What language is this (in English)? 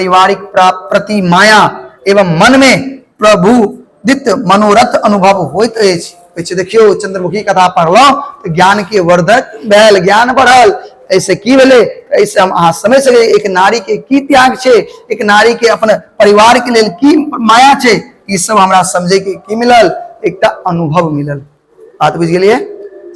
Maithili